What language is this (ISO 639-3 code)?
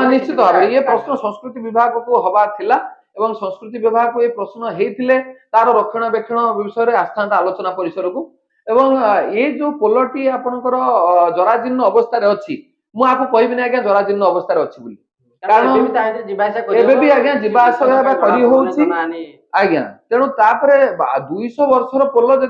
ori